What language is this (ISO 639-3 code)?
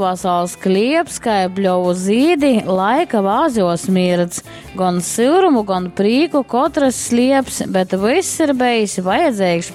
ltg